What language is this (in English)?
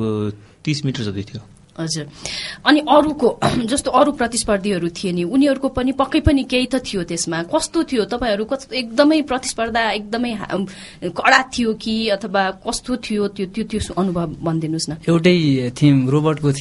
Nepali